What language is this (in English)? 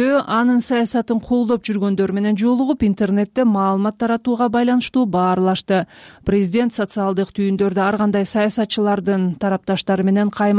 Kyrgyz